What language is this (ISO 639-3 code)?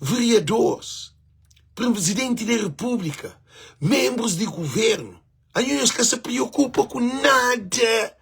kea